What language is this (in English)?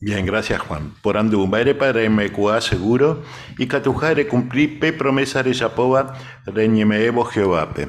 Guarani